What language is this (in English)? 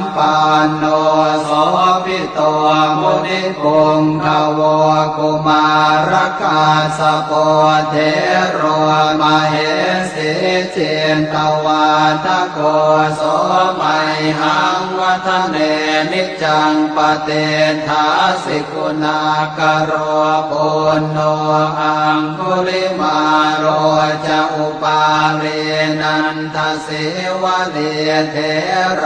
Pali